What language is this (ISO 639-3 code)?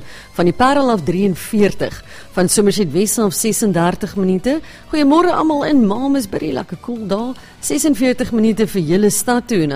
afr